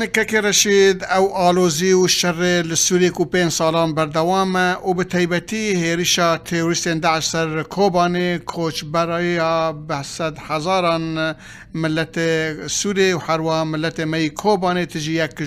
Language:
Kurdish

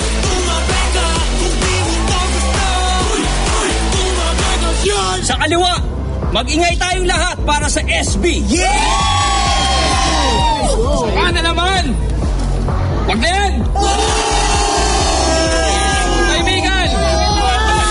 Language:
Filipino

